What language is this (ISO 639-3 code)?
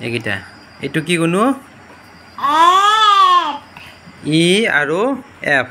asm